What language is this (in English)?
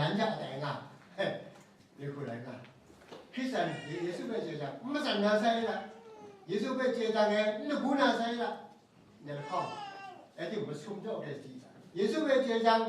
Kachin